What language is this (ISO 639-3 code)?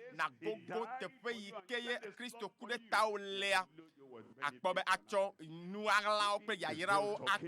ewe